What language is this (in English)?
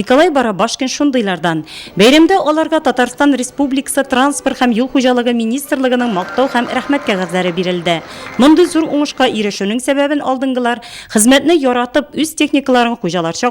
Tatar